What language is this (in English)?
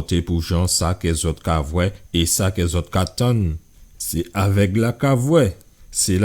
Guadeloupean Creole French